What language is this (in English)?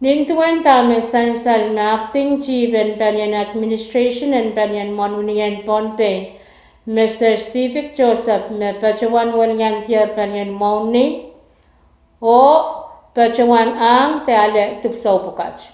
Pohnpeian